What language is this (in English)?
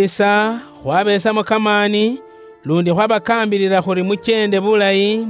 Luyia